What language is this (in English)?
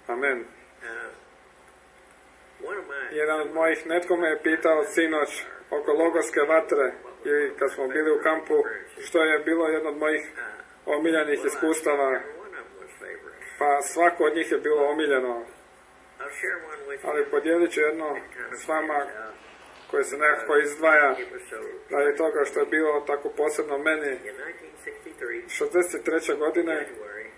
Croatian